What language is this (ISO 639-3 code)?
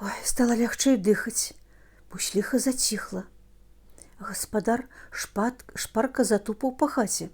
bel